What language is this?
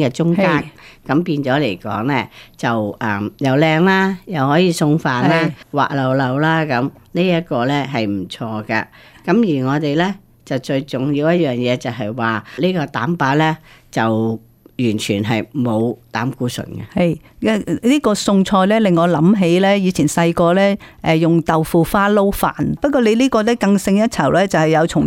Cantonese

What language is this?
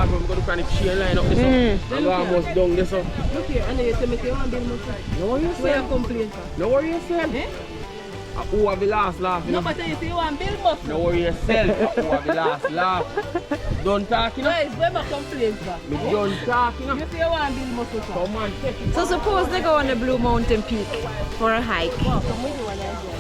Jamaican Creole English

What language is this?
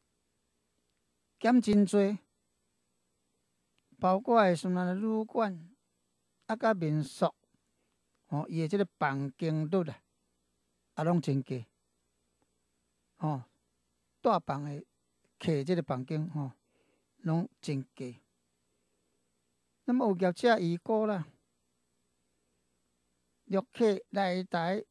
Min Nan Chinese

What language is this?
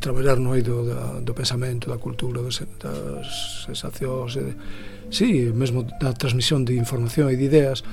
Galician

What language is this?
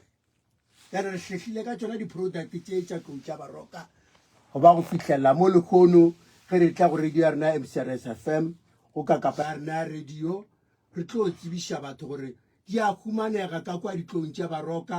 Northern Sotho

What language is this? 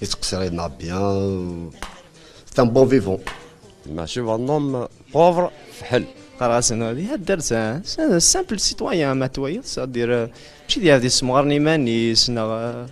Kabyle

